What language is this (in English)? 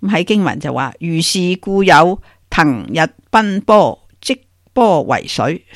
Cantonese